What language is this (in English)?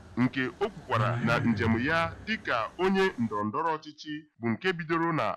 Igbo